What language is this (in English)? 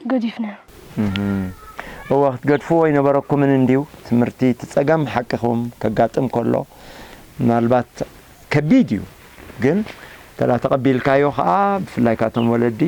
Tigrinya